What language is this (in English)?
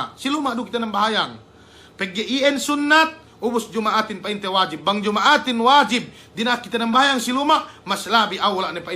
Yakan